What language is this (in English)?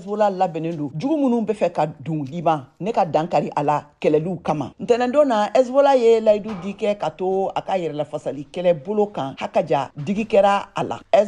Bambara